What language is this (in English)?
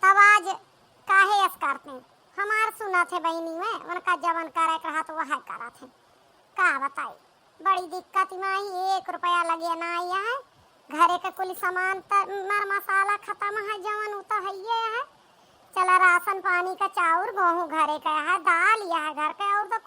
Awadhi